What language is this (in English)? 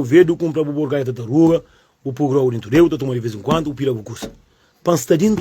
Kabuverdianu